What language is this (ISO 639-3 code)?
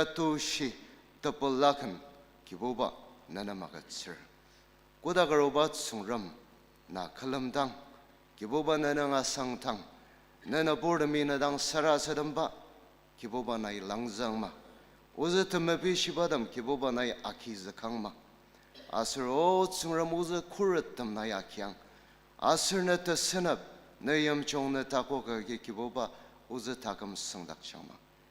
njo